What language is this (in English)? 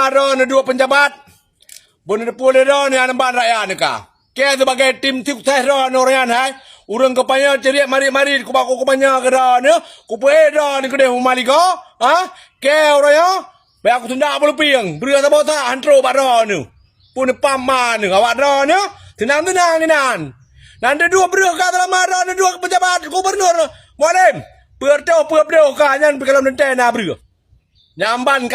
Achinese